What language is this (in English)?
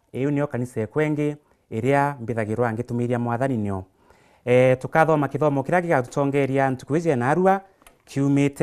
Meru